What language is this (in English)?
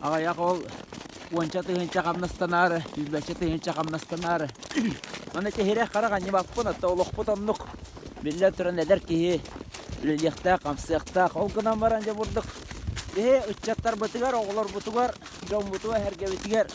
Yakut